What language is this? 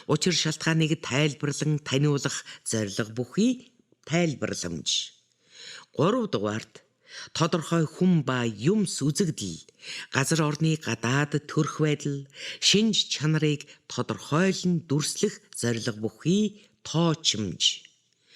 Mongolian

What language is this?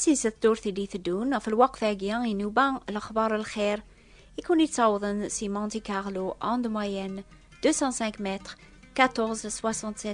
Kabyle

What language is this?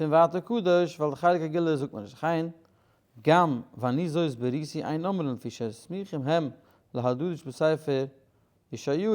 Yiddish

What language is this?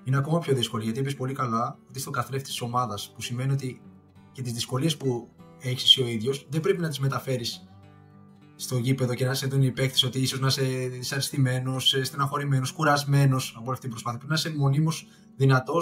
Greek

